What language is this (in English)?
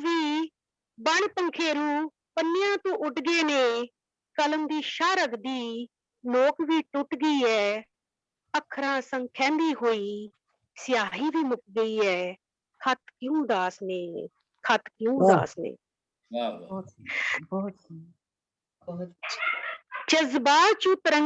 Dogri